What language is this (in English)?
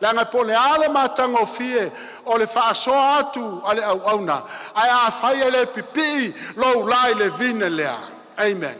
Samoan